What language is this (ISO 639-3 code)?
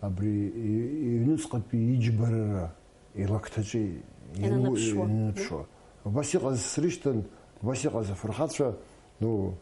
abk